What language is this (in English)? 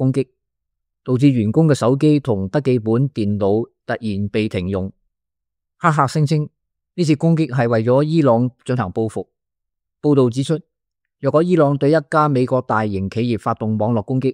Cantonese